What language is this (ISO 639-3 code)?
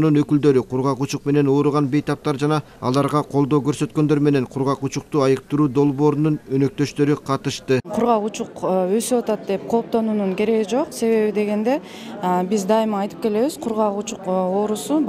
kir